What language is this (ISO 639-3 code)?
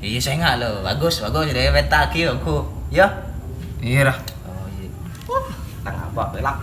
mad